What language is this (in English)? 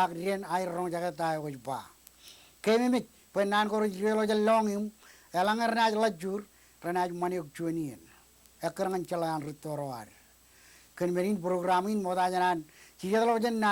Marshallese